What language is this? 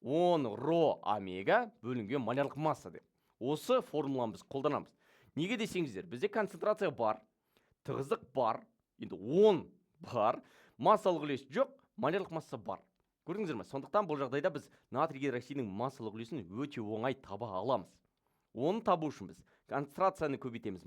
Kazakh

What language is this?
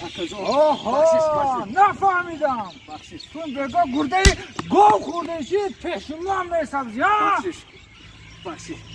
Tajik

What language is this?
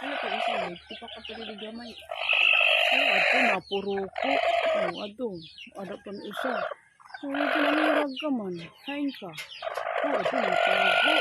Waray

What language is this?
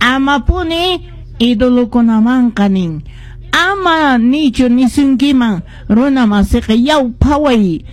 Quechua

